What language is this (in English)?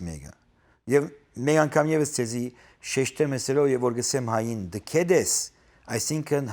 Western Armenian